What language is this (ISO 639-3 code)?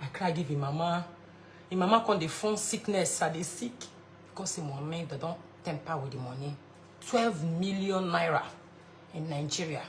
pcm